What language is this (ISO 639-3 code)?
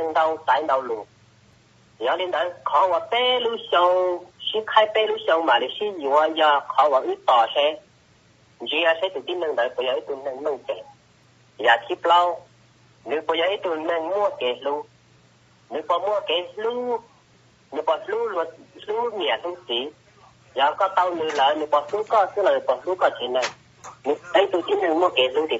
hmn